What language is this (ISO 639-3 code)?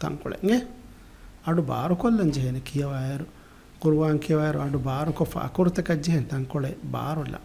div